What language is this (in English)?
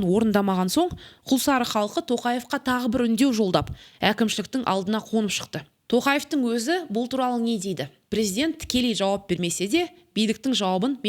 Kazakh